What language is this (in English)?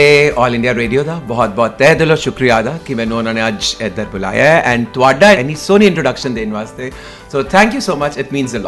Punjabi